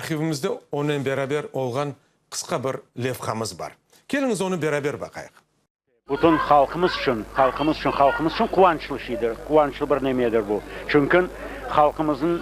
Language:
Crimean Tatar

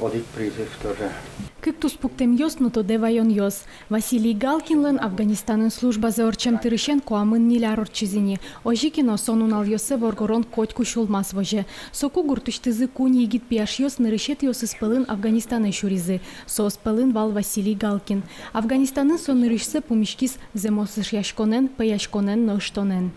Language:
Udmurt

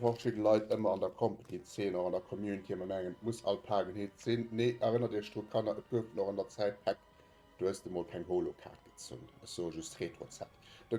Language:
Luxembourgish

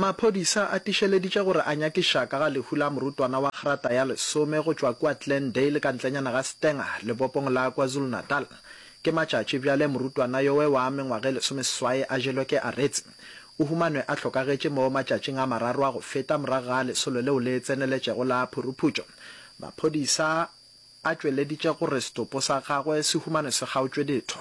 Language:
Northern Sotho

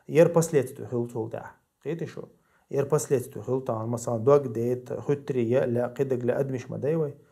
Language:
Chechen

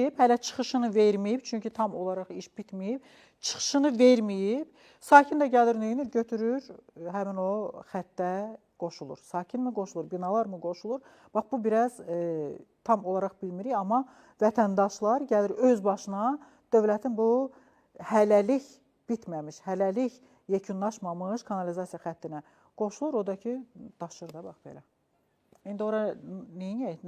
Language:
Azerbaijani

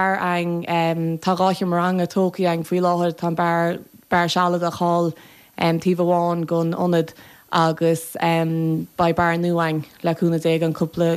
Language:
Irish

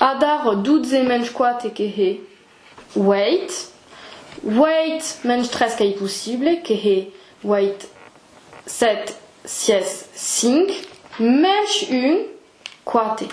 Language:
Occitan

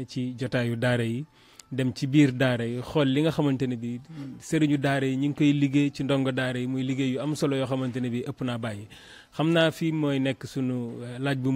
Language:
Wolof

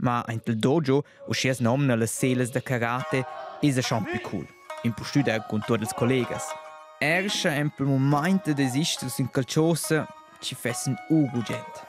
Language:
Romansh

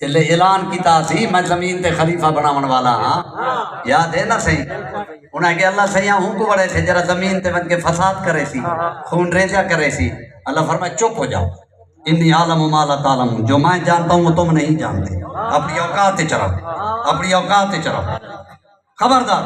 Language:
Saraiki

